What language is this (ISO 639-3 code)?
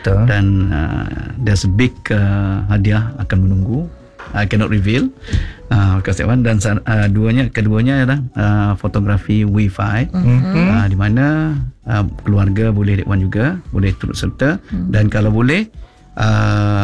msa